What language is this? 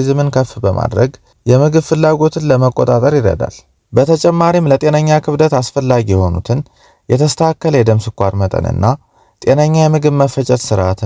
Amharic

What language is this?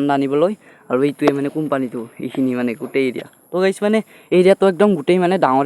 Assamese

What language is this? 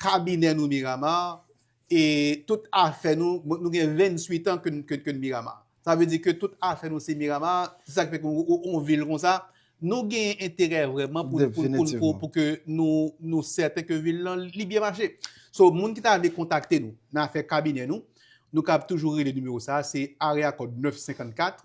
Haitian Creole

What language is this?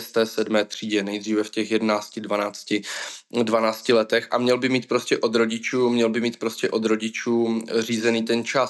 Czech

